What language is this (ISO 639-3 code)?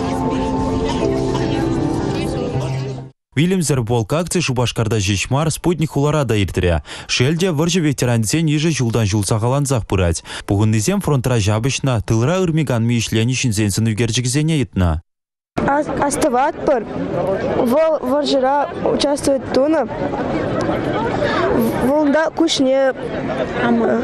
chv